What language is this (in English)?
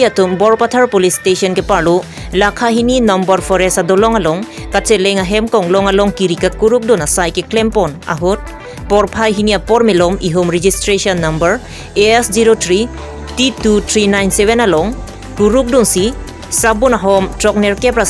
Karbi